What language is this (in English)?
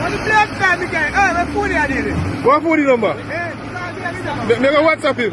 Jamaican Creole English